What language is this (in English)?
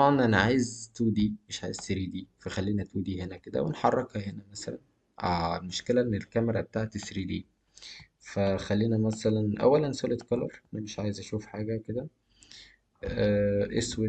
Egyptian Arabic